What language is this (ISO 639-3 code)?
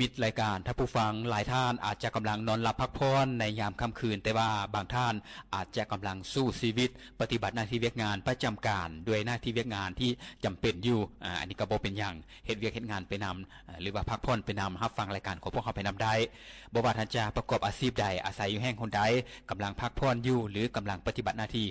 lao